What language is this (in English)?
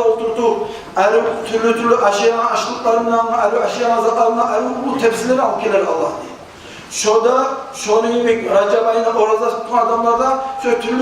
Kumyk